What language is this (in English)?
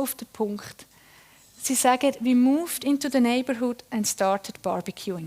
Swiss German